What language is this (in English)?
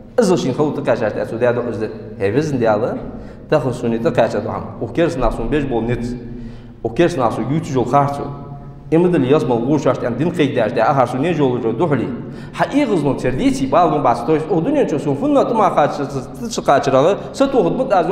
Ingush